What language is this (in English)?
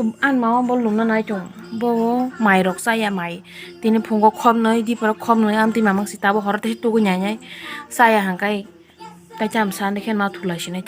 Kok Borok